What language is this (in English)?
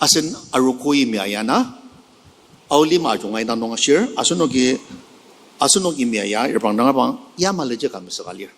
Ao Naga